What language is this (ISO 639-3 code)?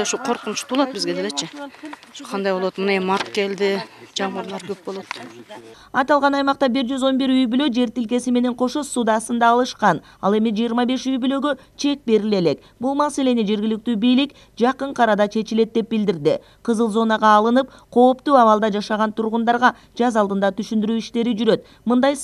kir